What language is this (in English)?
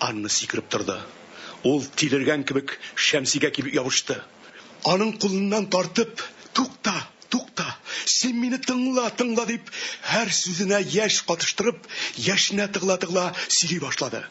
Tatar